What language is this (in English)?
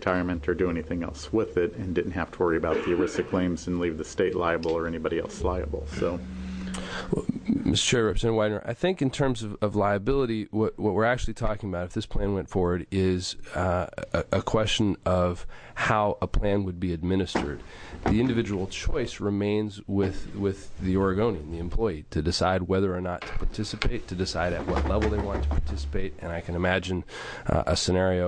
English